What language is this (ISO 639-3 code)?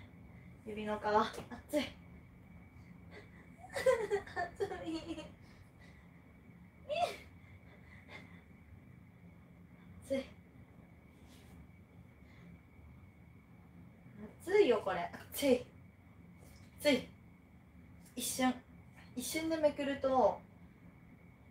jpn